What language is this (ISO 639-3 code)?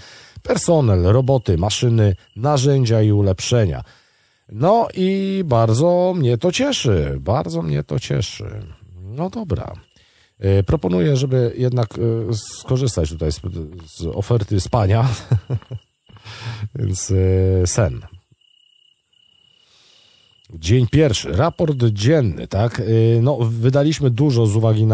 pol